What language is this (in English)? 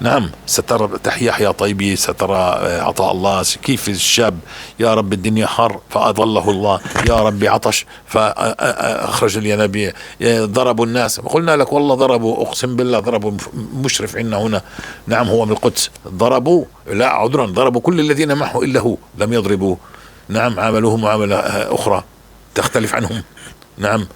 North Levantine Arabic